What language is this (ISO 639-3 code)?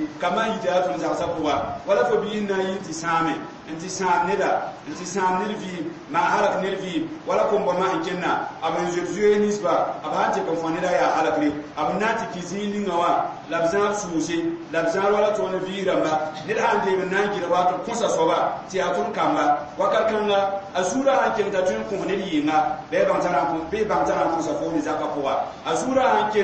mos